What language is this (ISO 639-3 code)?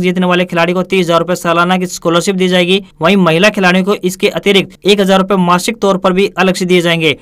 hin